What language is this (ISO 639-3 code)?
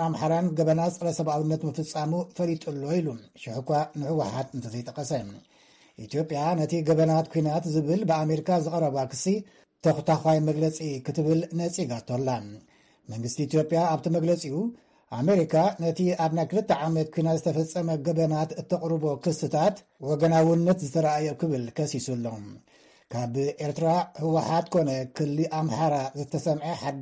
tir